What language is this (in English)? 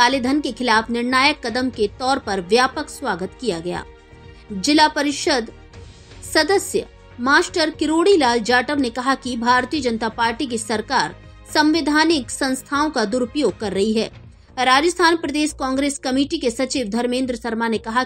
Hindi